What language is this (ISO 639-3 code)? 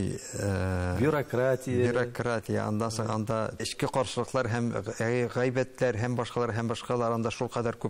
tat